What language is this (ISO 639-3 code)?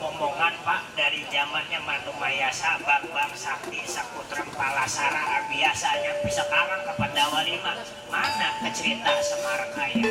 bew